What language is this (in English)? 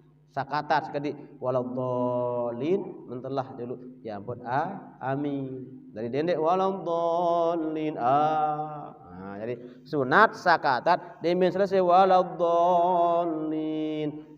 Sasak